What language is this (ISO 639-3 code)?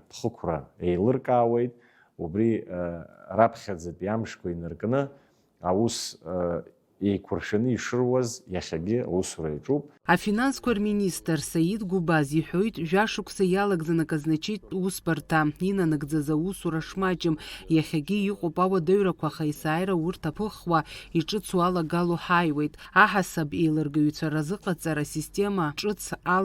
abk